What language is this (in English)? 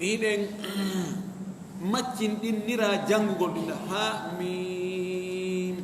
Fula